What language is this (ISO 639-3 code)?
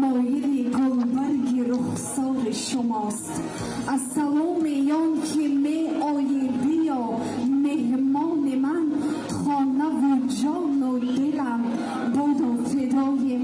tgk